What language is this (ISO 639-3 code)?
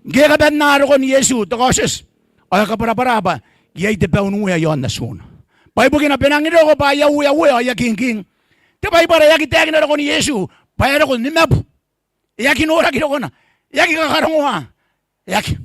gil